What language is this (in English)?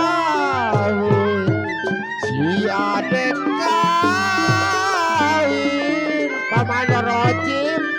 Betawi